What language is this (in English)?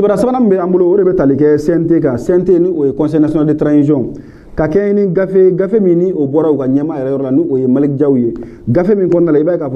Bambara